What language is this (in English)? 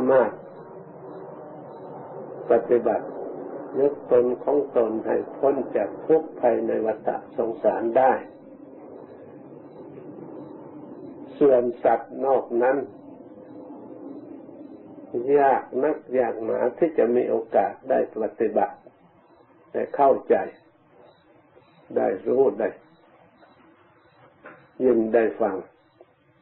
Thai